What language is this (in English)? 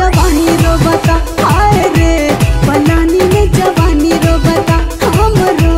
Bhojpuri